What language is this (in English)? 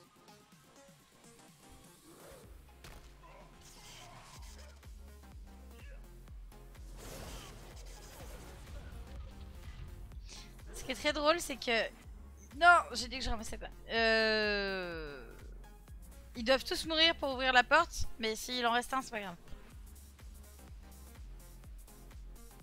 French